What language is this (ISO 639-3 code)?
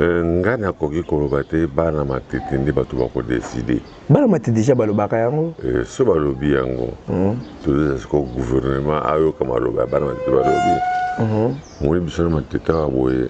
lin